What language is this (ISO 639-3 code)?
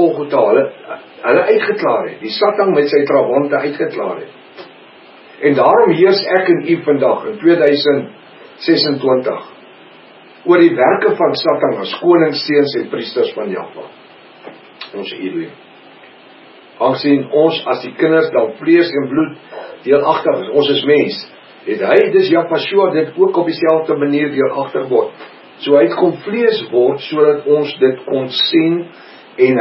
afr